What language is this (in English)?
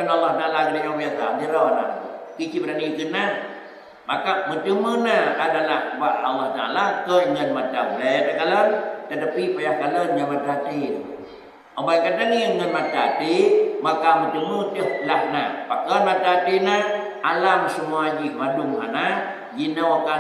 Achinese